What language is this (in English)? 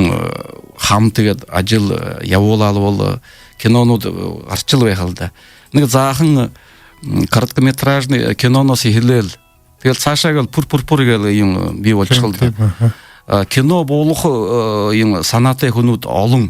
Buriat